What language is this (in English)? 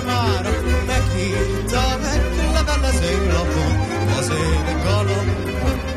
Hungarian